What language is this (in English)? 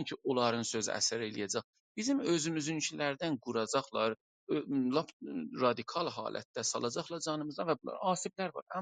South Azerbaijani